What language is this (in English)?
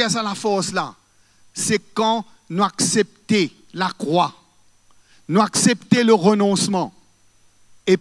Morisyen